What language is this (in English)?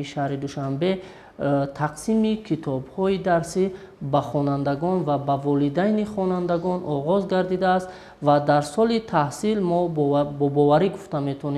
Tajik